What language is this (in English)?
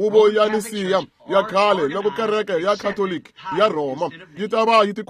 Tsonga